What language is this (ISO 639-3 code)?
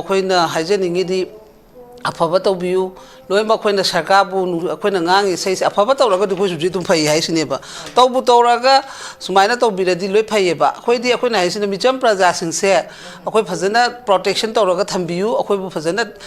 mni